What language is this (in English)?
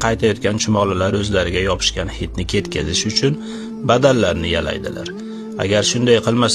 Uzbek